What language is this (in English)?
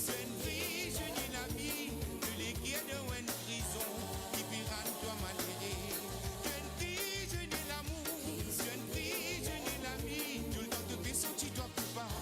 Morisyen